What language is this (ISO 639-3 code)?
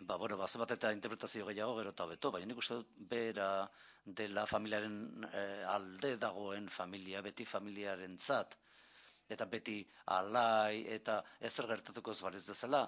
eus